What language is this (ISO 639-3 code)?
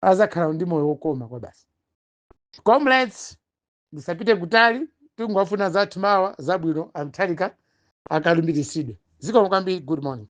nya